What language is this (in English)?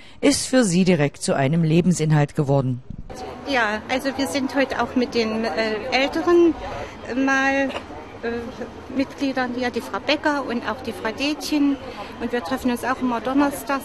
German